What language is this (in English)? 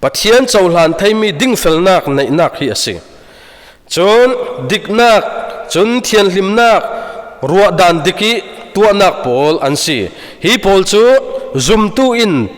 Falam Chin